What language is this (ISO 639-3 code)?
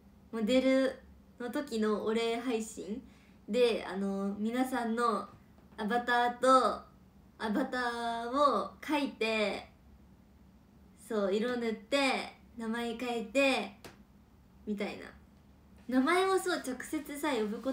jpn